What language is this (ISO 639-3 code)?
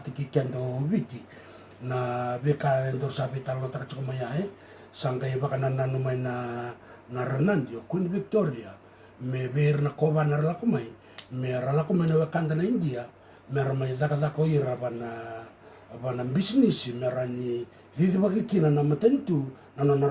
fij